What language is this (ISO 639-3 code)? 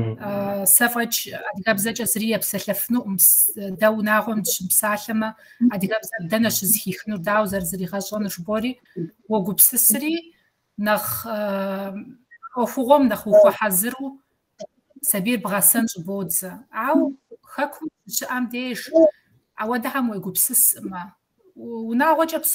kbd